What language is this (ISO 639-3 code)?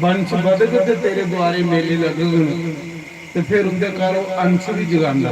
doi